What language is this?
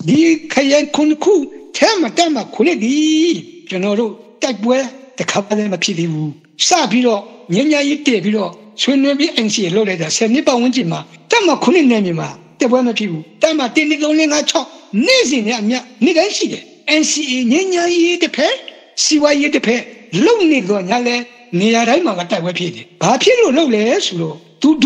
Burmese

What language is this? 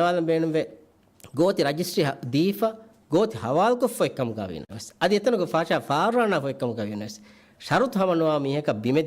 Divehi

